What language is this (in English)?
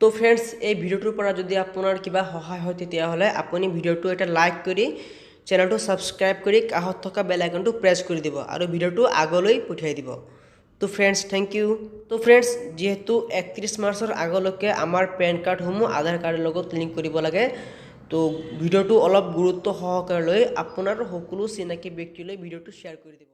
Assamese